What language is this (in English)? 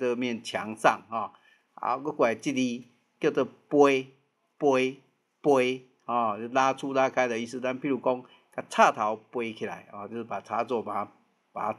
Min Nan Chinese